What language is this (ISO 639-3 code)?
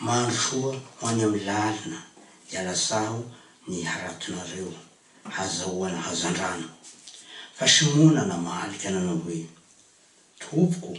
mlg